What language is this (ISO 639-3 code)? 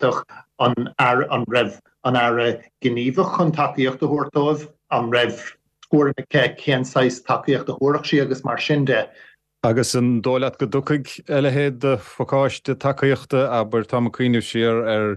gle